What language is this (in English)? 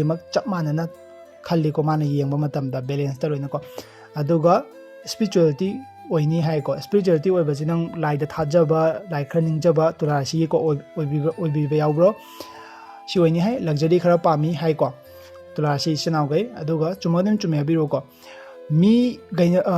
Manipuri